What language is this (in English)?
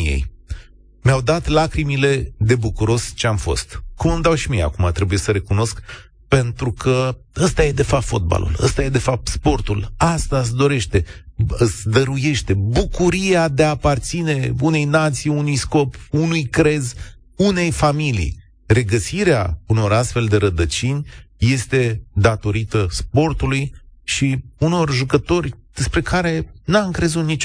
Romanian